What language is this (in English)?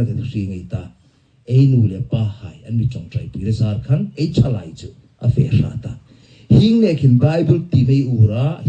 Hmar